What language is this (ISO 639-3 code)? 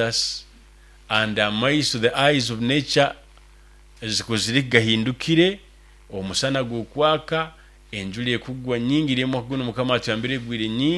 nyo